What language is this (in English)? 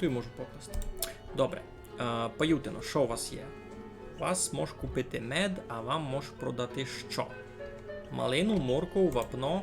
Rusyn